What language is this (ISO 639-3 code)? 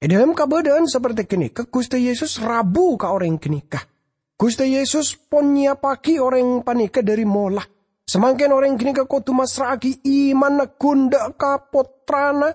mad